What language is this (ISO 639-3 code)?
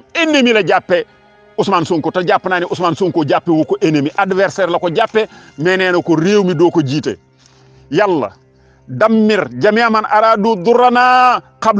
wol